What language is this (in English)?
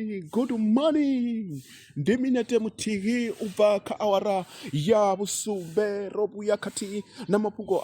Venda